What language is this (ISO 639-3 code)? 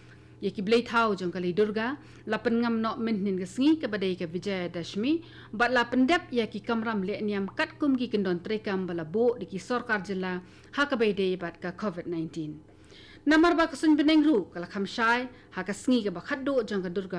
kha